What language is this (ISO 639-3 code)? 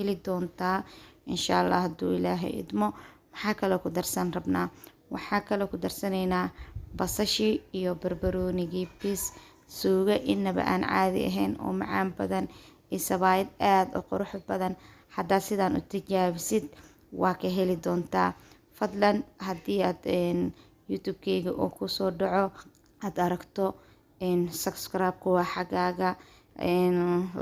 som